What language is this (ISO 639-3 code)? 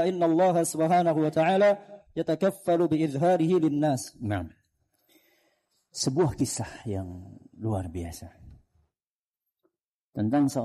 ind